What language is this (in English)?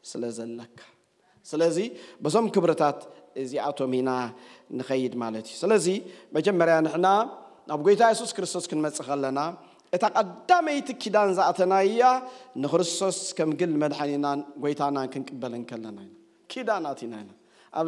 Tigrinya